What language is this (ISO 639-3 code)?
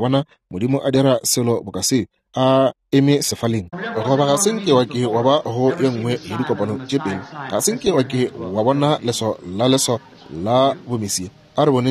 nso